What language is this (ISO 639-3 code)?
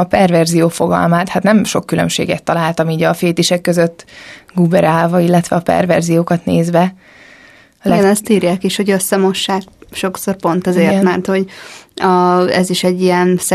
hun